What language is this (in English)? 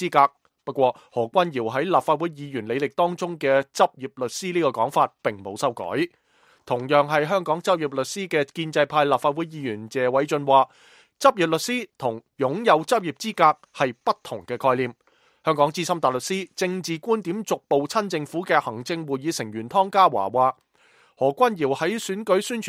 Cantonese